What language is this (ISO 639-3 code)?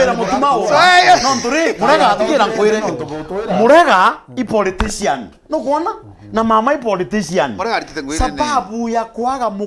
mer